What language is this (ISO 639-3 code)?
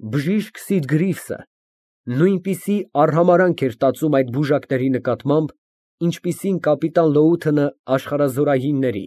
hye